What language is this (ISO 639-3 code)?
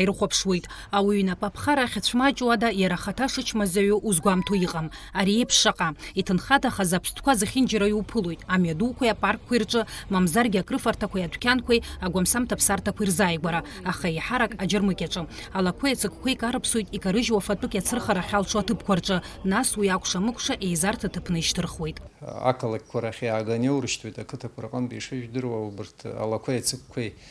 abk